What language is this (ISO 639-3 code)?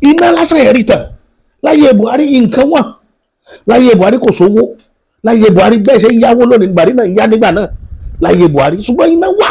yor